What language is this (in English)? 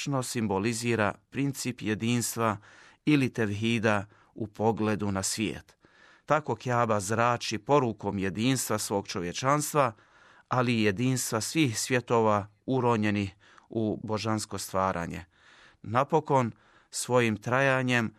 Bosnian